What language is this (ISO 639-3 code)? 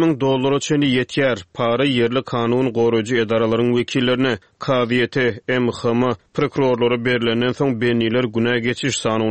tuk